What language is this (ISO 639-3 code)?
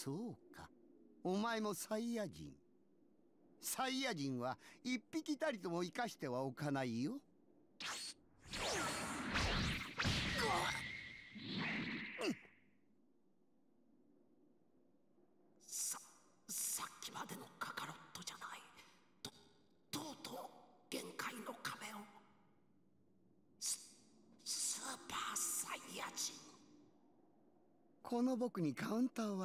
jpn